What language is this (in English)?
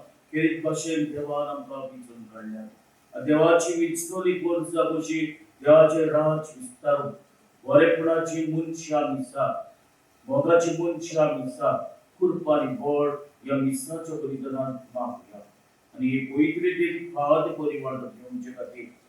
Konkani